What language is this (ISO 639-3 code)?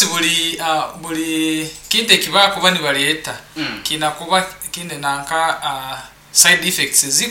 nyn